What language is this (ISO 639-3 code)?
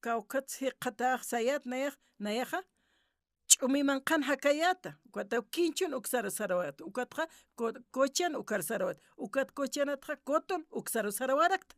aym